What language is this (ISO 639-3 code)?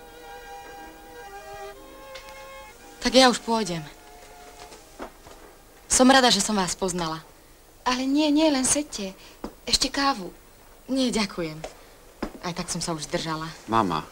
slk